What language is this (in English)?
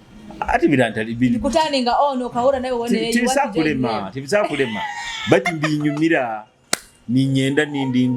Nyoro